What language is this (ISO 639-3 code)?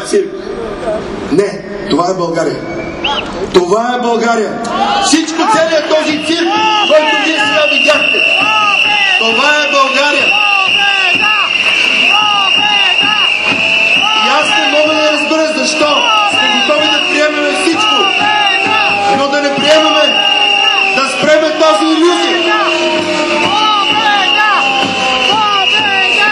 bul